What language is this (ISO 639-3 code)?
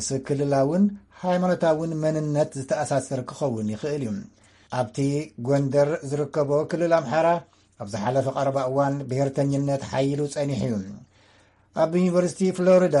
tir